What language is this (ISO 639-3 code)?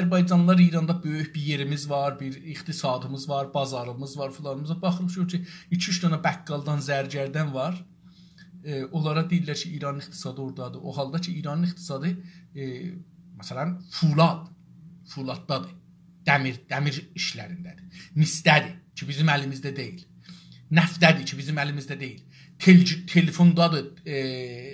azb